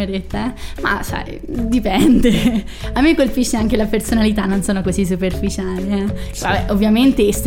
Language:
Italian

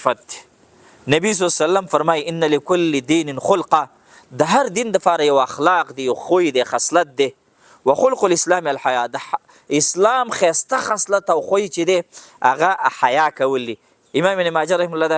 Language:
Pashto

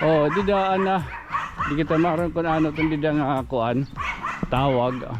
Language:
Waray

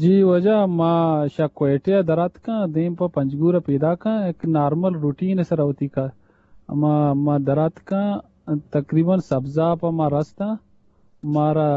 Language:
Eastern Balochi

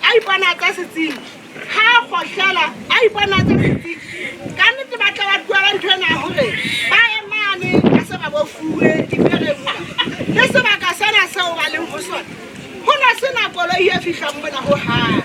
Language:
Southern Sotho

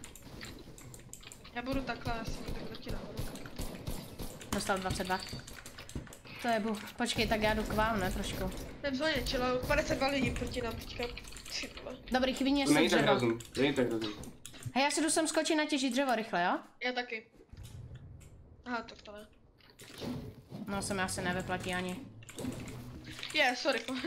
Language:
Czech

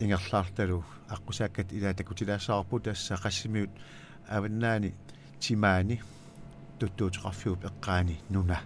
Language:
Kalaallisut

